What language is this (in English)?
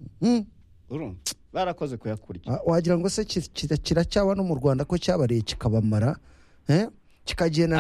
Kinyarwanda